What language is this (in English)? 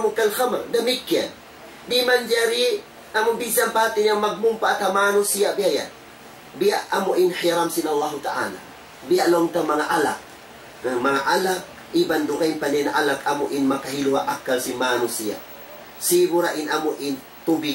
Tausug